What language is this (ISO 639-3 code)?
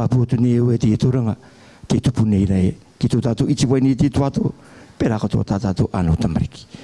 rar